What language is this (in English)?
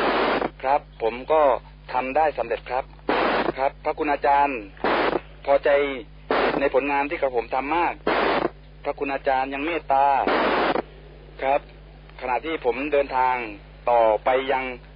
Thai